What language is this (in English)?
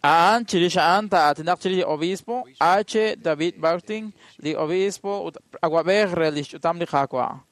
Kekchí